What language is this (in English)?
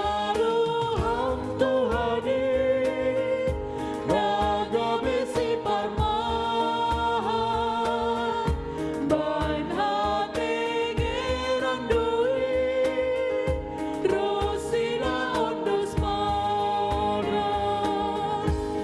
Batak Simalungun